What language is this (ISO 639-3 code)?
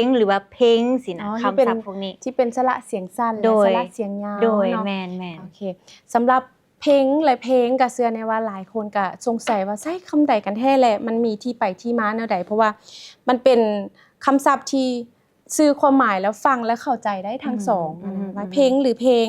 lao